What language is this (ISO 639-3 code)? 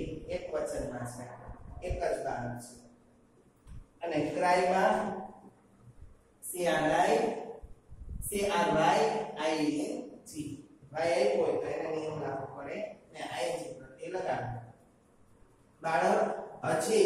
guj